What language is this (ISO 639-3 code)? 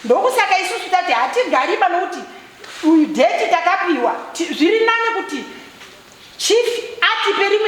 sna